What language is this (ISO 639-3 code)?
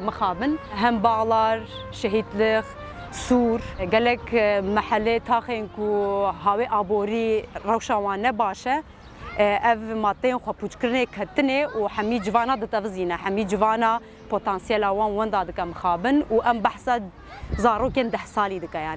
kur